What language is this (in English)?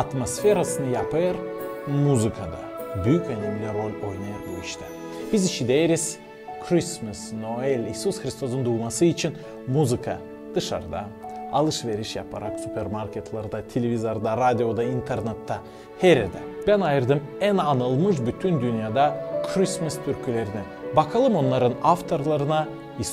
Gagauz